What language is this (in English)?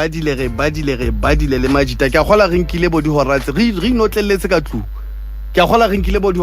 Southern Sotho